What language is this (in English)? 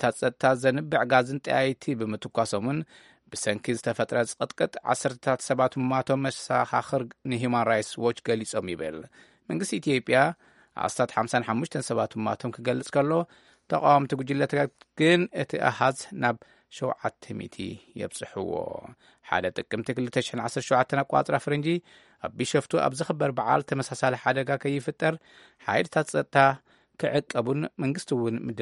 Tigrinya